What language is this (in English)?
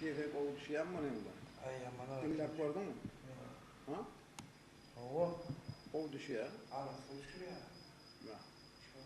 Turkmen